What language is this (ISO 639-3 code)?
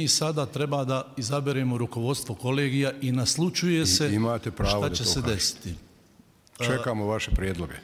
bos